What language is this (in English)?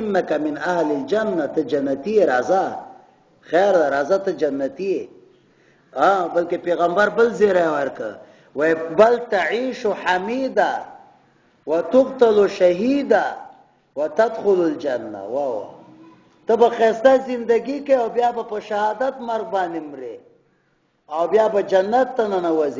Pashto